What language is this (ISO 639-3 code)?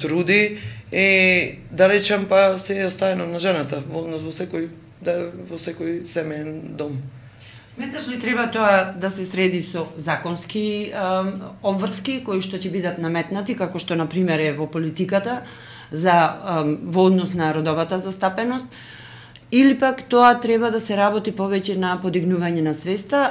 mkd